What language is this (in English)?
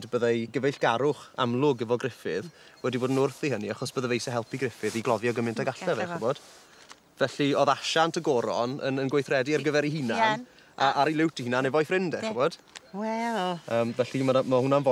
Welsh